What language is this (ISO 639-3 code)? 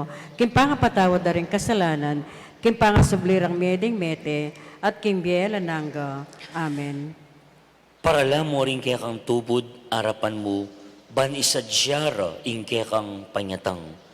pam